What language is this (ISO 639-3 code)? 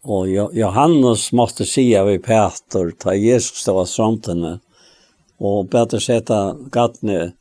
fao